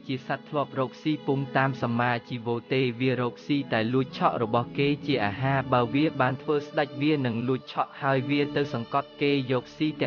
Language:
Khmer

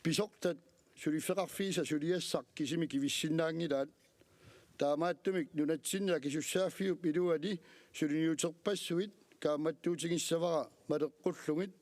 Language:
Kalaallisut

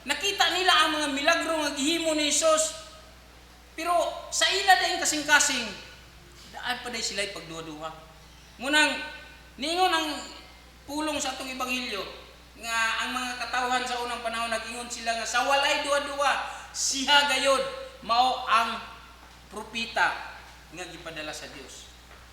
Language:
Cebuano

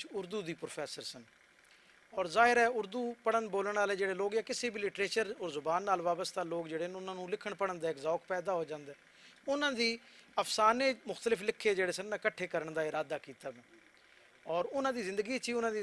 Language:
Western Panjabi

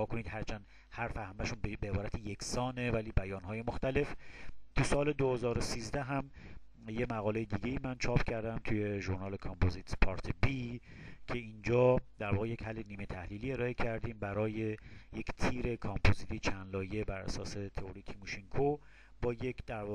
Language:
Persian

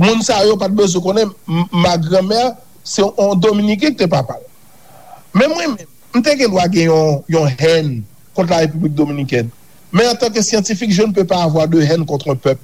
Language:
Haitian Creole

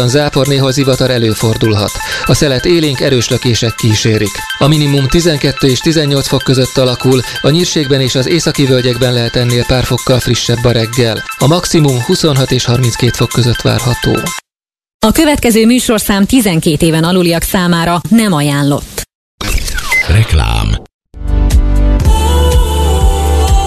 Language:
Hungarian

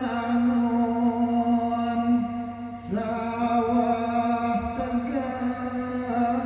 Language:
Balinese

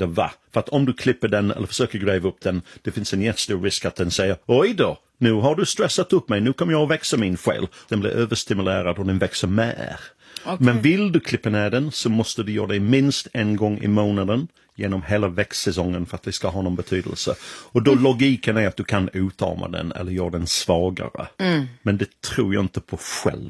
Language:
Swedish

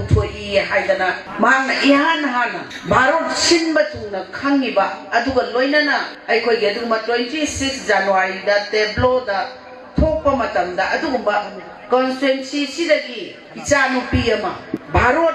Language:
Manipuri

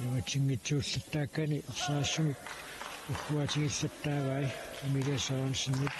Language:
Kalaallisut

